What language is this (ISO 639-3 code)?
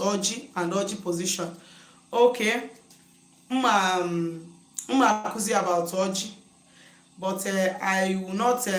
ibo